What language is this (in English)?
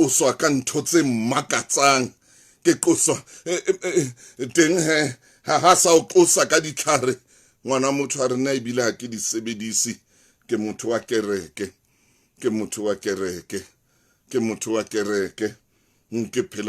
Southern Sotho